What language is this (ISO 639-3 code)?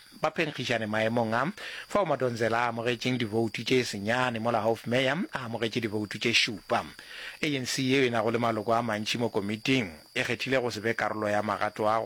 nso